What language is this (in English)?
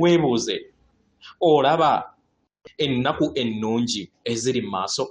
Ganda